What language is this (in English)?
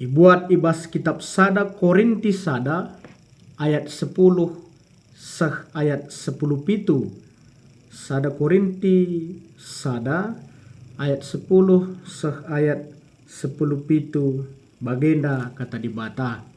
Batak Karo